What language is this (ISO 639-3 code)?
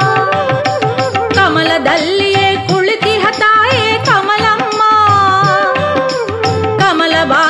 kan